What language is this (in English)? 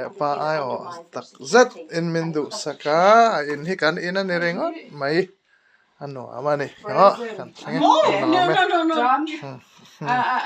Mizo